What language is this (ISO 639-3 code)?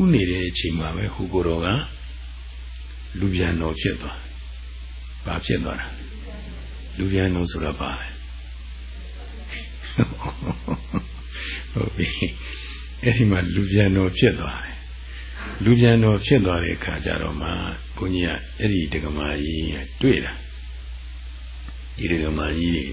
mya